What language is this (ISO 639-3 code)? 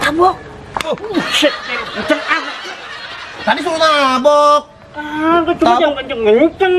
bew